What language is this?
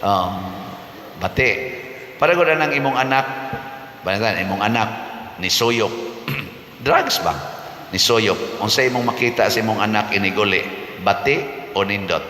Cebuano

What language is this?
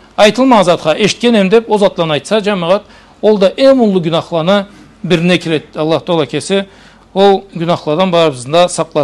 Karachay-Balkar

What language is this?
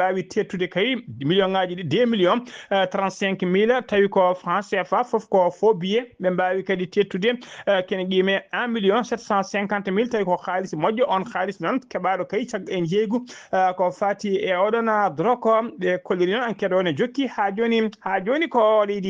Fula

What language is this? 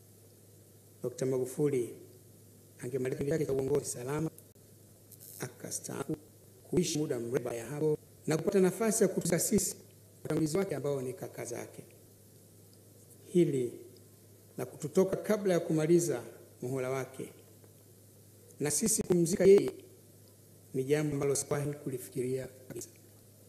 Swahili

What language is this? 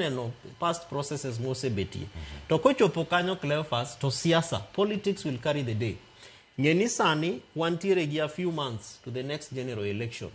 Luo (Kenya and Tanzania)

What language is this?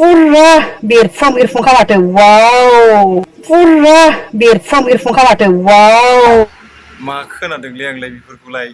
Bodo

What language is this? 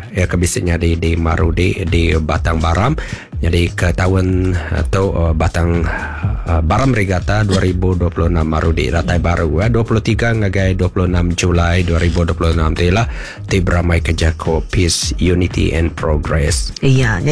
Iban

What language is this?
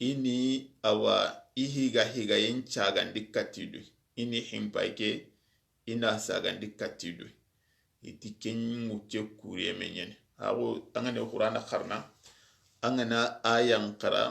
Soninke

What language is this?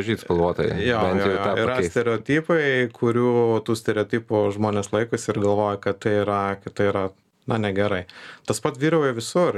Lithuanian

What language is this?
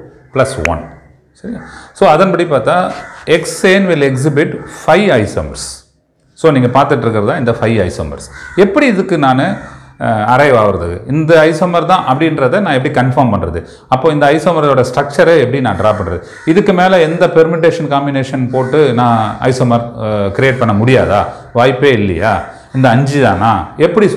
Tamil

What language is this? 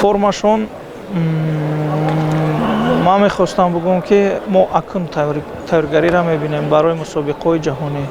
Tajik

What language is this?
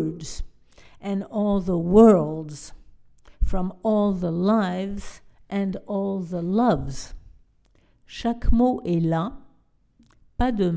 French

